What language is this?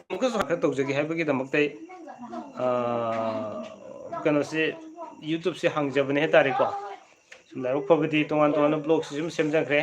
Manipuri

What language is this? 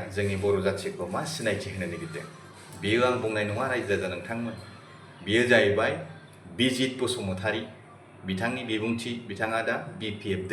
Bodo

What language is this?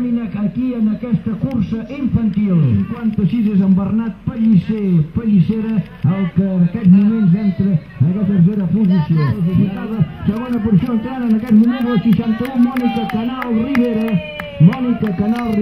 Catalan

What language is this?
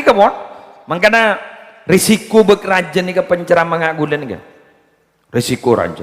Madurese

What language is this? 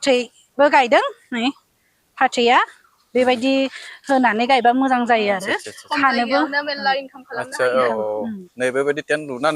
Bodo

